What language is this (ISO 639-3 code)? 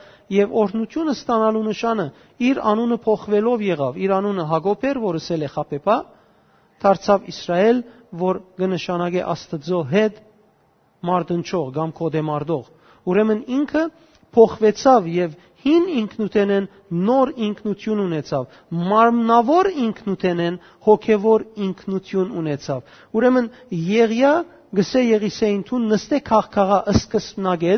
hyw